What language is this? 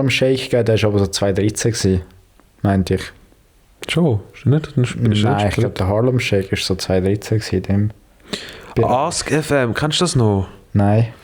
Swiss German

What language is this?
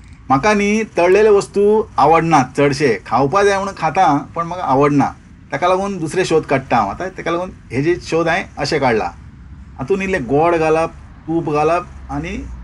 Konkani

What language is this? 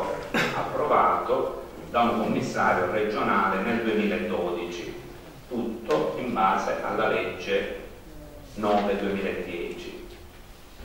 Italian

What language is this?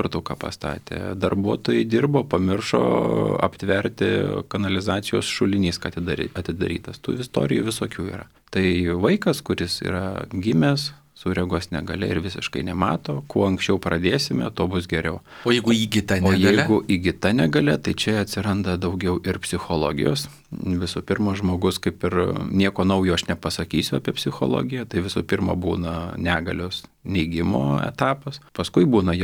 Lithuanian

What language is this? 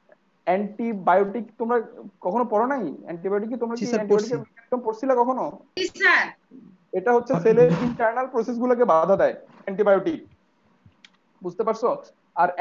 Bangla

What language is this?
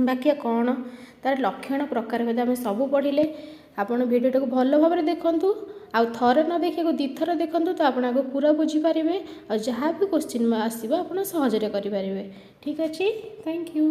Odia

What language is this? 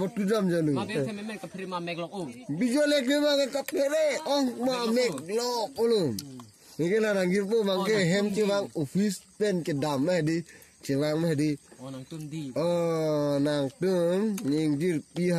Karbi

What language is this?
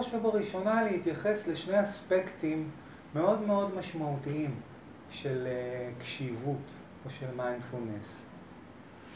Hebrew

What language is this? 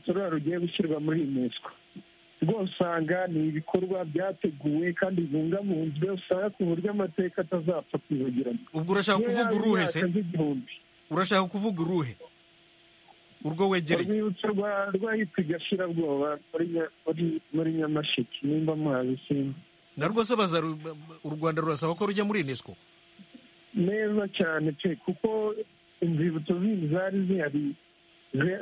Kinyarwanda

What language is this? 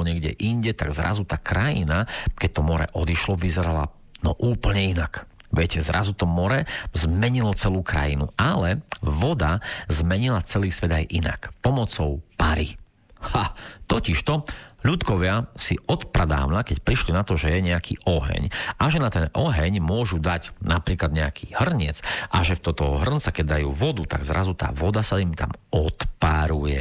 Slovak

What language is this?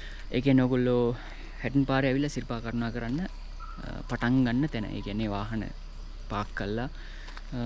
Sinhala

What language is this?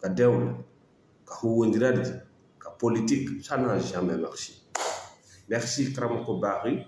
Fula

